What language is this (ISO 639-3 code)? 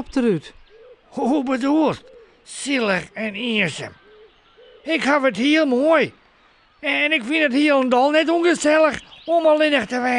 fry